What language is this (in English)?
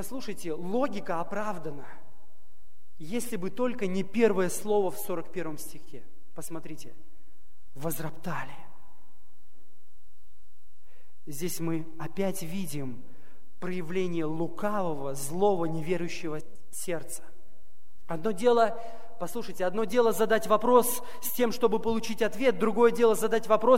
Russian